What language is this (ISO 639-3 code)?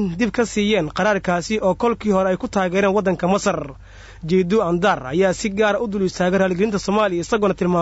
som